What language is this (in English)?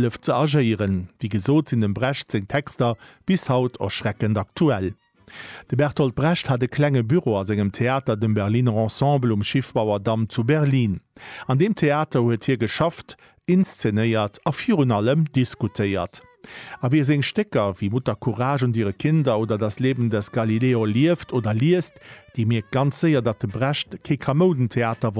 Luxembourgish